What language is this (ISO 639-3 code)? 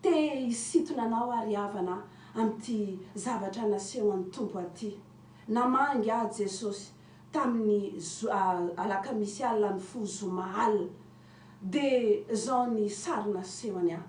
mlg